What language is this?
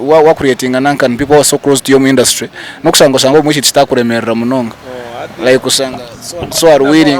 Nyankole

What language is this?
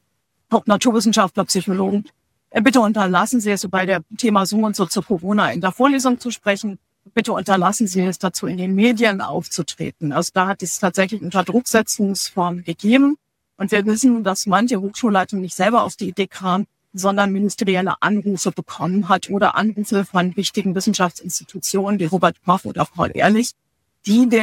German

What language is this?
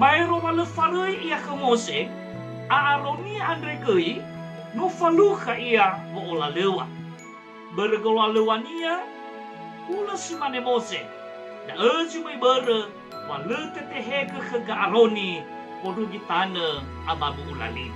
Nias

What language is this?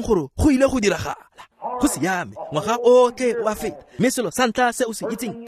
Tswana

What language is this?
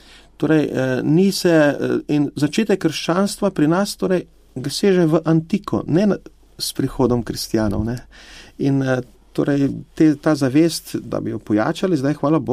Slovenian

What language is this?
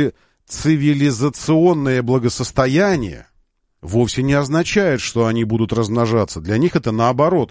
Russian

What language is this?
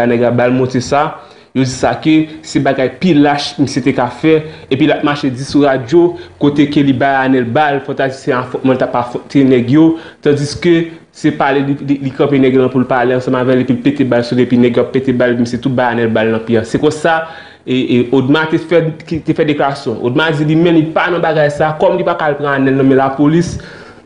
Haitian Creole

